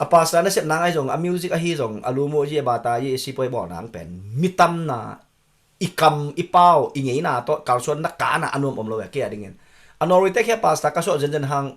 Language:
Tedim Chin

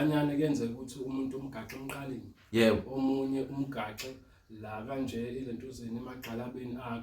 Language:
Zulu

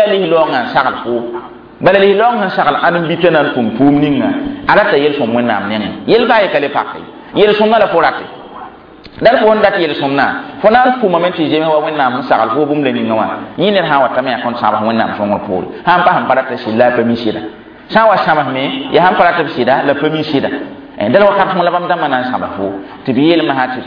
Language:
Mossi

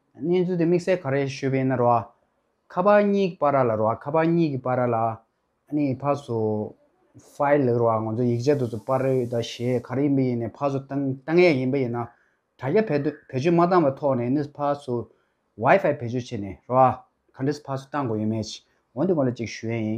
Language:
Tibetan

